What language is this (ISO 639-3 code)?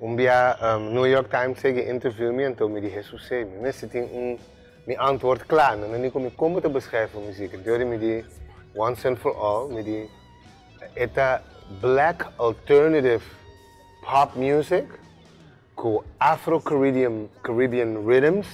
pap